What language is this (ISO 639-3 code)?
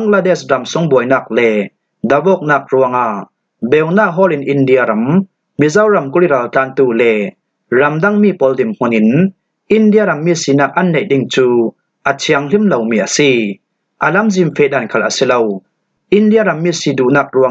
cfm